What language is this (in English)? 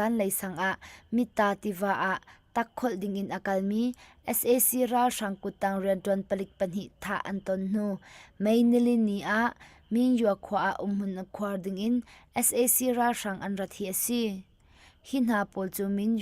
Hakha Chin